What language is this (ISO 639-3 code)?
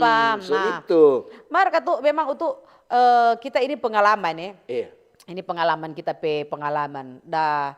xmm